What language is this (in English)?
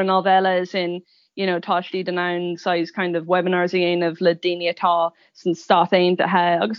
Irish